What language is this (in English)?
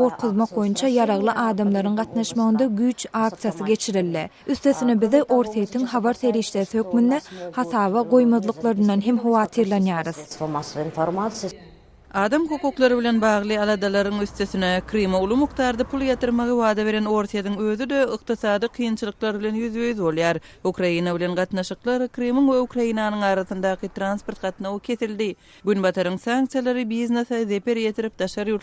Turkmen